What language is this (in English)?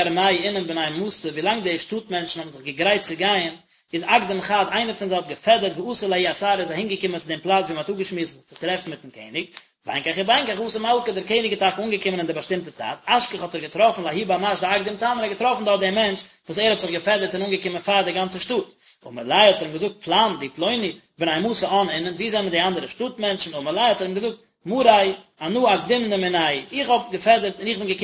Yiddish